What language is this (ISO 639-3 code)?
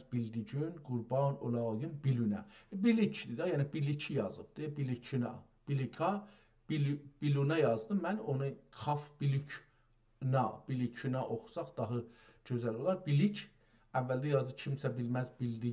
azb